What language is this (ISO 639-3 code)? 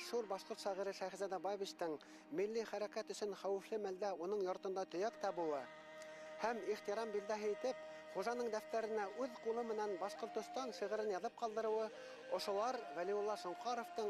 bak